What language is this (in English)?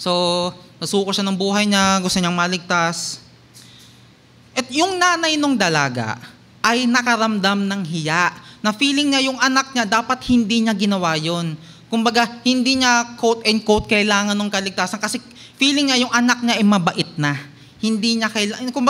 Filipino